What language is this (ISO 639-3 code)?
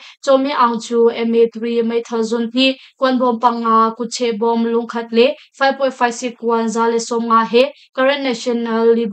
cnh